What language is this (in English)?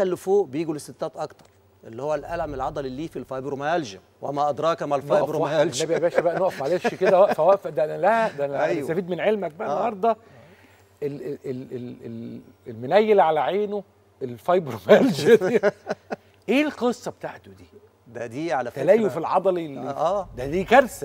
Egyptian Arabic